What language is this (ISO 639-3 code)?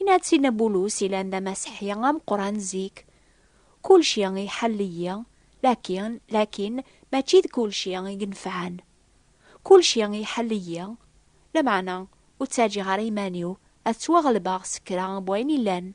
kab